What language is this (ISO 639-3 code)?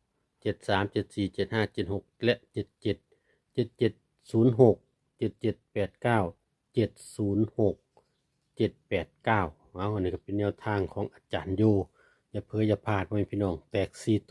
lao